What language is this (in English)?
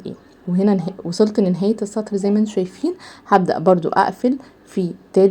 Egyptian Arabic